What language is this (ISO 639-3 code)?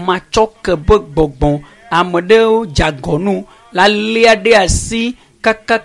ewe